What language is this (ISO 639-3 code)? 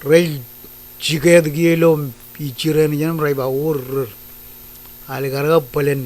mah